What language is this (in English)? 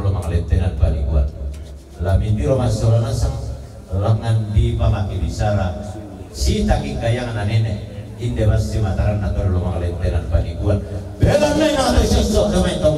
Toraja-Sa'dan